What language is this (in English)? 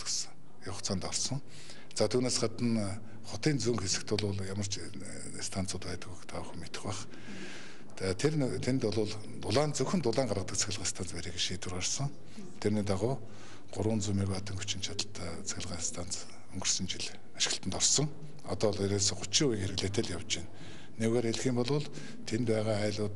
Mongolian